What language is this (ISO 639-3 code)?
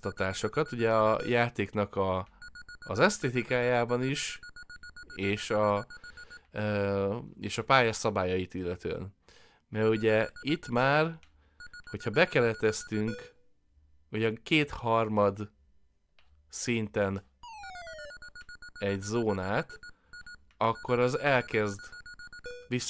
hun